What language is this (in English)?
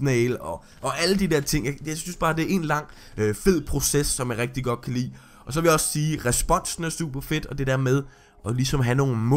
Danish